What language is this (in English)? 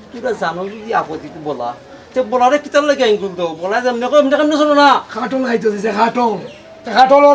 Sylheti